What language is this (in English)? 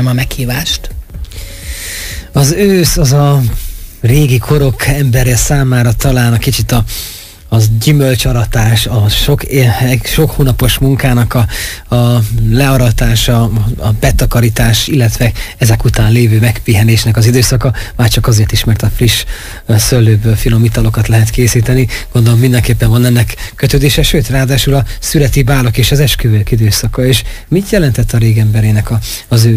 Hungarian